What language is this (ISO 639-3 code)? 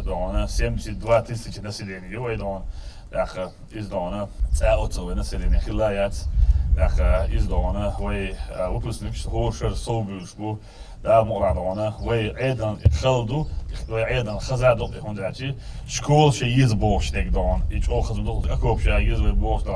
che